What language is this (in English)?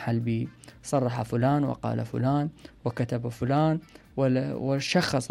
Mesopotamian Arabic